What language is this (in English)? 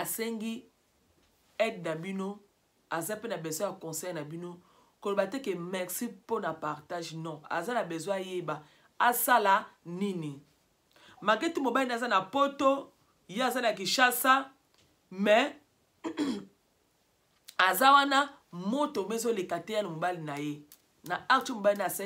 Lingala